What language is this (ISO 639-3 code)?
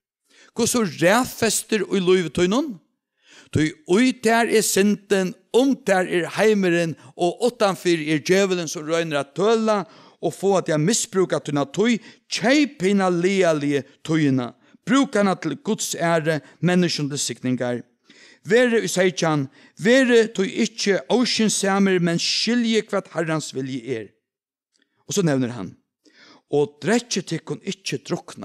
fao